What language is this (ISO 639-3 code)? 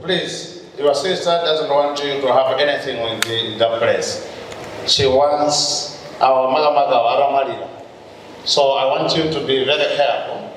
nya